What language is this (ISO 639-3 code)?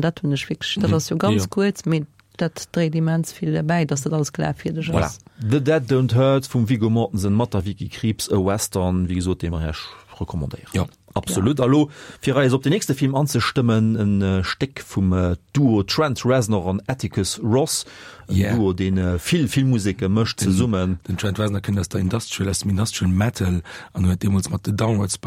ltz